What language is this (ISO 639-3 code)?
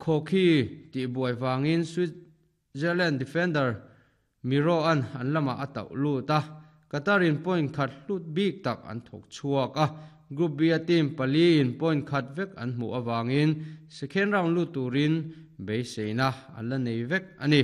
lus